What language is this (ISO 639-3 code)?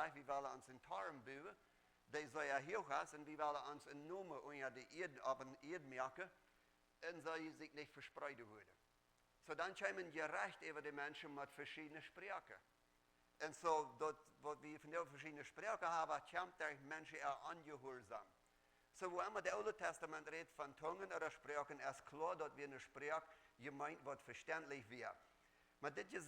pdt